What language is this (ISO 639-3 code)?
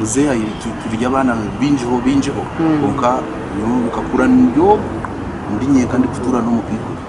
nyn